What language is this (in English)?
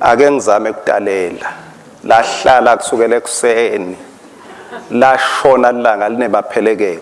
Swati